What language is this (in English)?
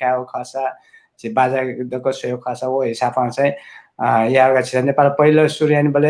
Newari